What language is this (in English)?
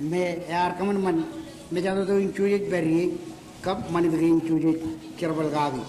Marshallese